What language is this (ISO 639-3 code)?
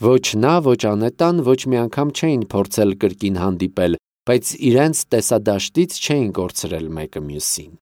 hye